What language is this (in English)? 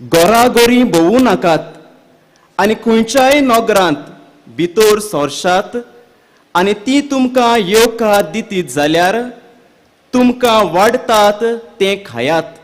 Konkani